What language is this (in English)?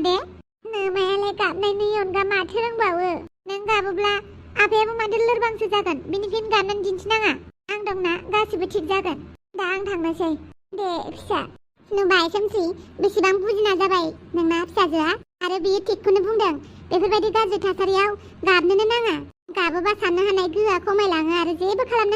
Bodo